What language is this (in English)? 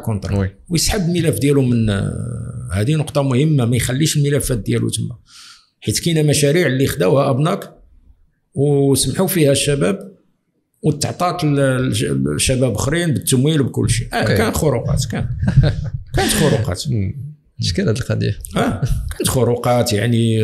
Moroccan Arabic